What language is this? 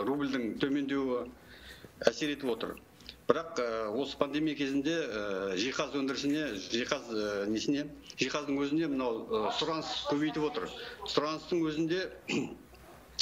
Kazakh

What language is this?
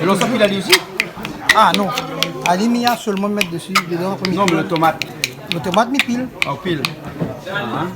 Réunion Creole French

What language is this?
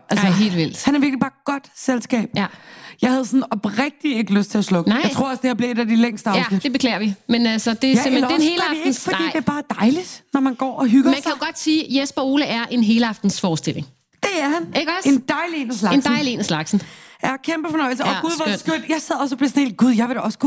Danish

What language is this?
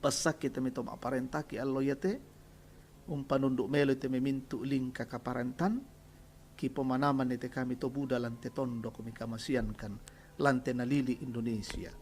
Toraja-Sa'dan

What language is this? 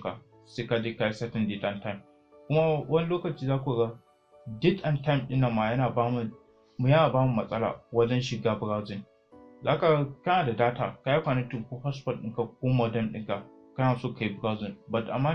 Hausa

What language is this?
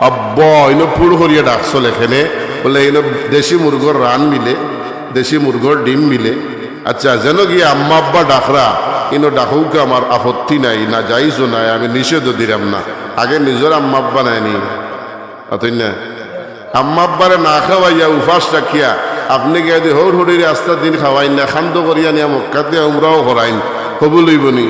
Sylheti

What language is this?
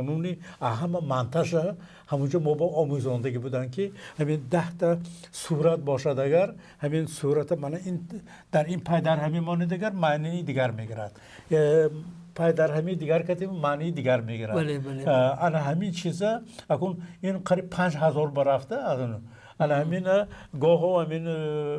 Tajik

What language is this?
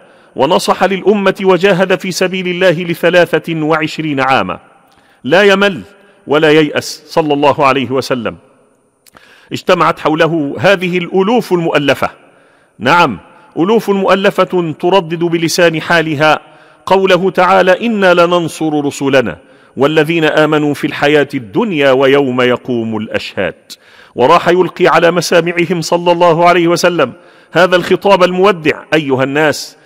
Arabic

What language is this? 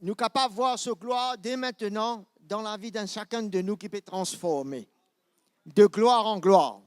Morisyen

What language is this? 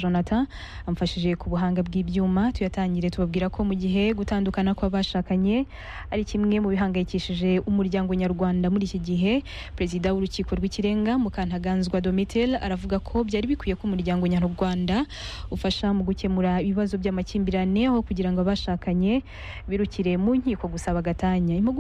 Kinyarwanda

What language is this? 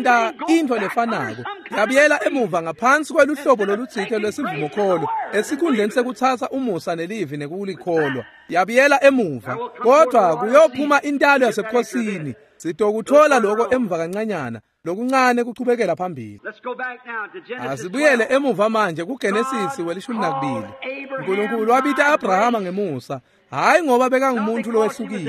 Swati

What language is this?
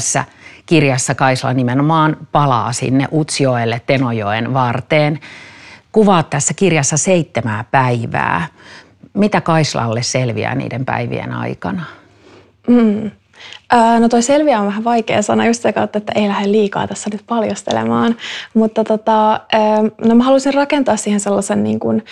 Finnish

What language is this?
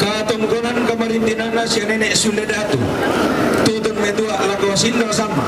Toraja-Sa'dan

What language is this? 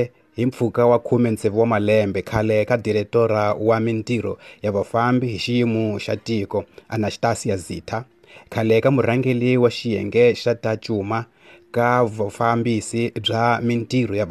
Tsonga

